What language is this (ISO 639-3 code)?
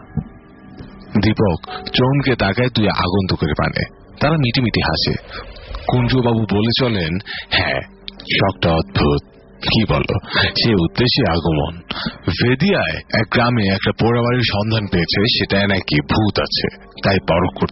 ben